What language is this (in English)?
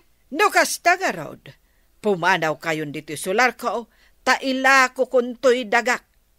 Iloko